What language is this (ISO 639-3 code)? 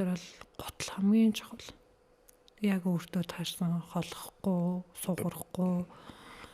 mon